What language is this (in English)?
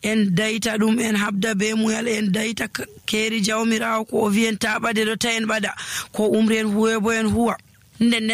Nigerian Fulfulde